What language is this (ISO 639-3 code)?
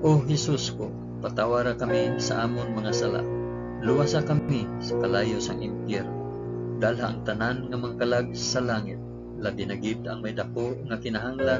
hil